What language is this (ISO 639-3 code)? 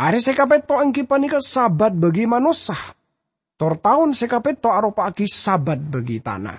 mad